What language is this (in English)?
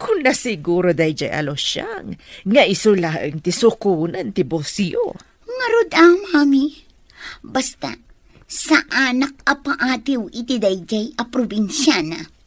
Iloko